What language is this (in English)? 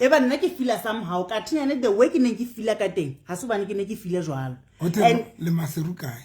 Southern Sotho